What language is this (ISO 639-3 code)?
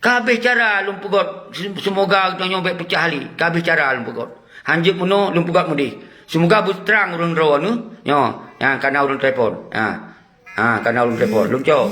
ace